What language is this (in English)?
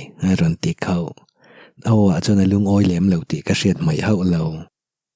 Mizo